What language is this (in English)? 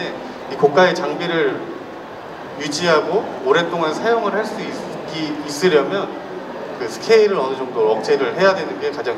Korean